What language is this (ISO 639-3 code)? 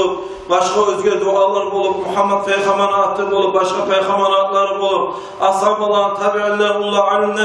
kum